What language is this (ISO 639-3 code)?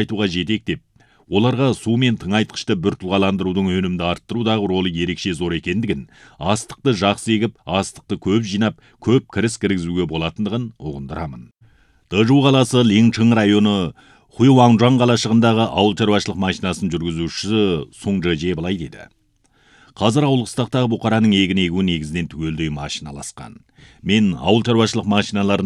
kaz